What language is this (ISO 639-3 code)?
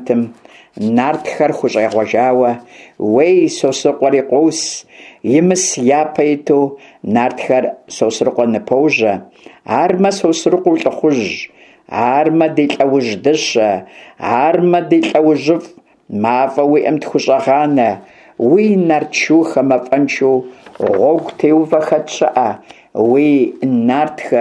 kbd